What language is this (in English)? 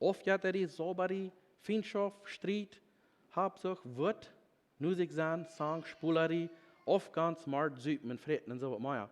Plautdietsch